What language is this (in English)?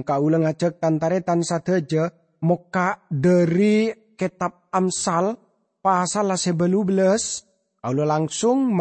Madurese